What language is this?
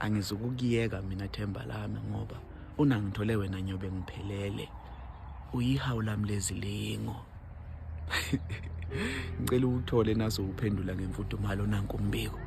Zulu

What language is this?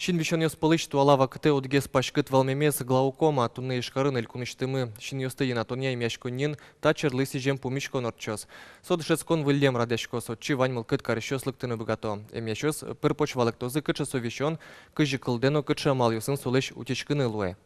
Udmurt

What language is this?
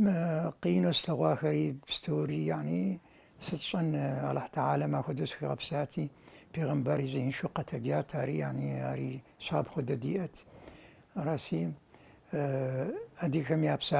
Kabardian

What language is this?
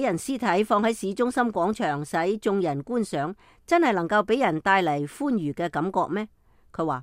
Cantonese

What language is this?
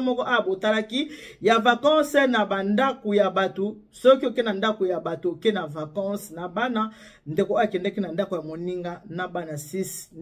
Lingala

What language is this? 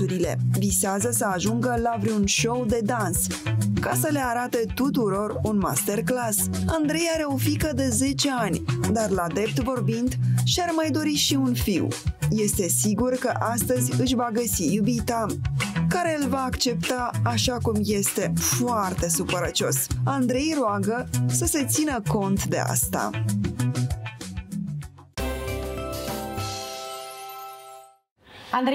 Romanian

